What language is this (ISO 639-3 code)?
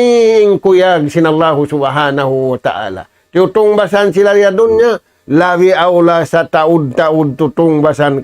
tsg